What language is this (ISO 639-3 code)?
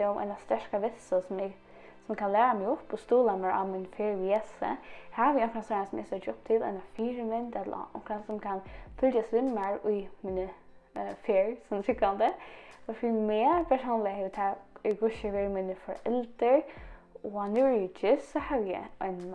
fao